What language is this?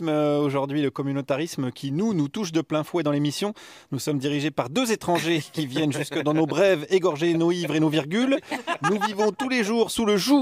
French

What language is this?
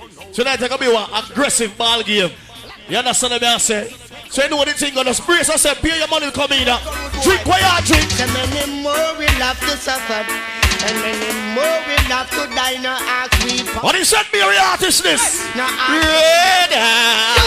Jamaican Creole English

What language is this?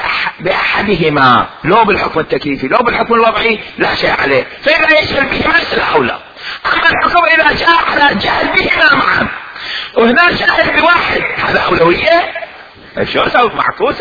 Mesopotamian Arabic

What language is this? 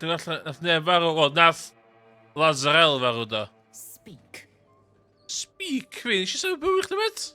Welsh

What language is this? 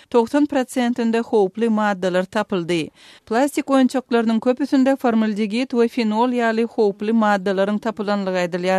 Turkmen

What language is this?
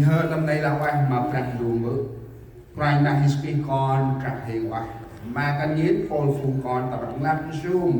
Central Mnong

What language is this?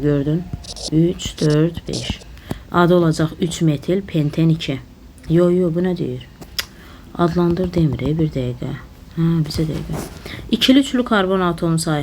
Azerbaijani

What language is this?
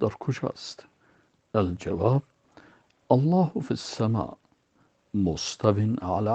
Persian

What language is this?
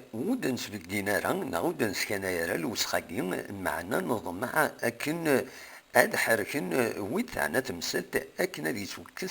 Kabyle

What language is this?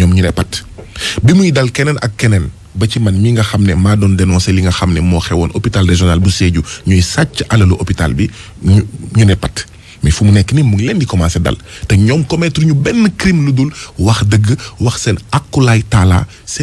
Wolof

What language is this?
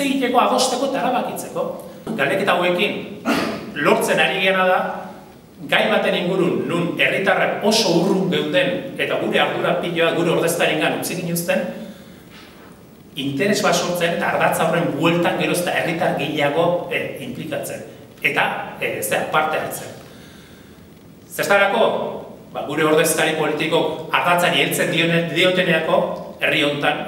Basque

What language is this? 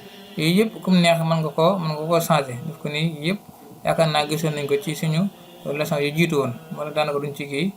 Wolof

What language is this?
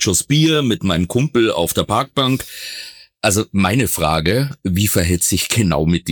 German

